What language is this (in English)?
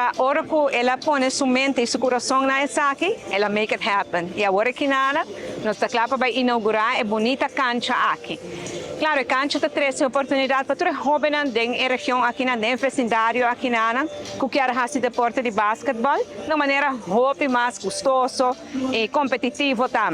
Papiamento